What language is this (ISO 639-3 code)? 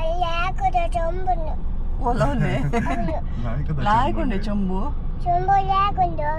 tcy